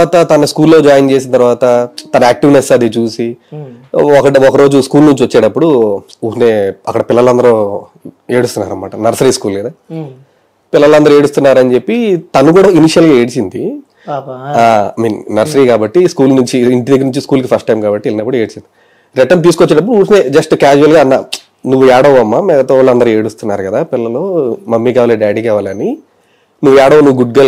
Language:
Telugu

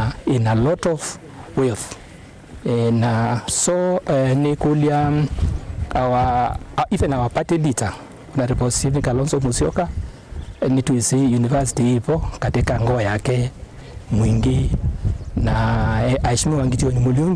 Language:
Kamba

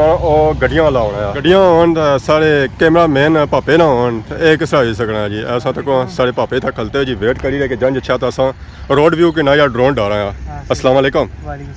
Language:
Pahari-Potwari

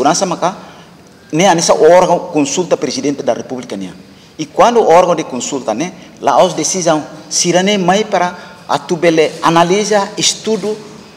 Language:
Tetum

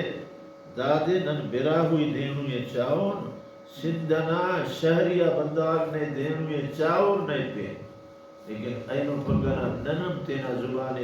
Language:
Brahui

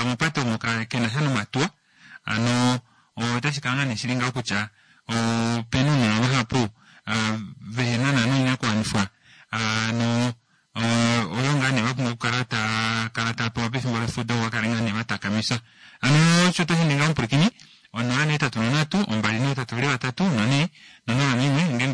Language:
Kuanyama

